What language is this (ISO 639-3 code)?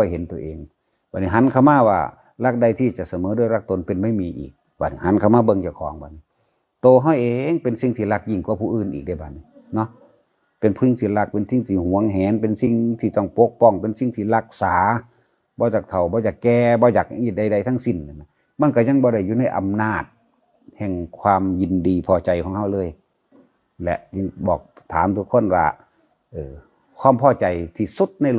tts